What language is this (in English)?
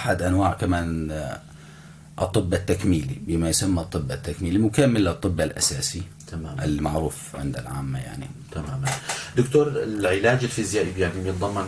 North Levantine Arabic